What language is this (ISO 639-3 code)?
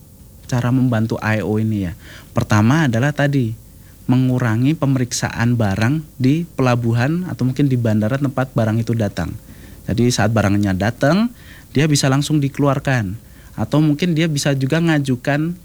ind